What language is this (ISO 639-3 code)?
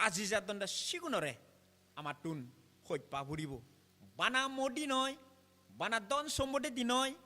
ccp